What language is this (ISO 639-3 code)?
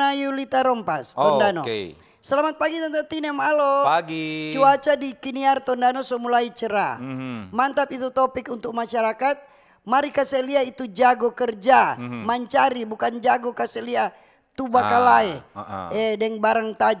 xmm